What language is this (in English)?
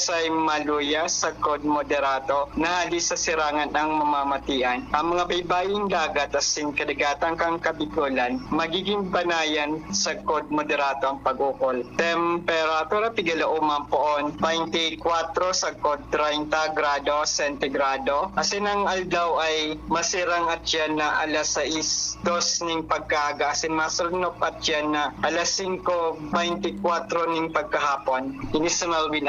Bikol